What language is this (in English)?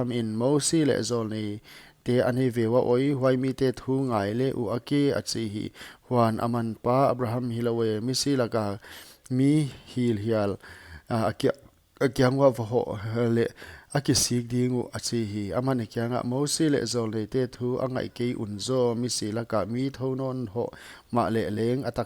Paite Chin